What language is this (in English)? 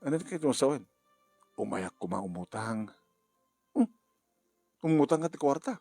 Iloko